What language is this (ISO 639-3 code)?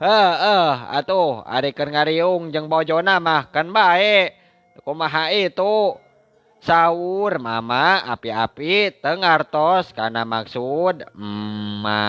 sun